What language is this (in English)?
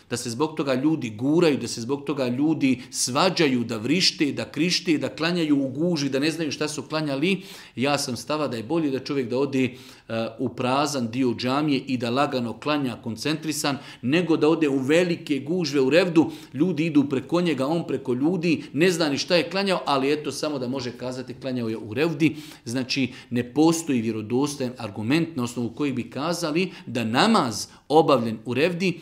Bosnian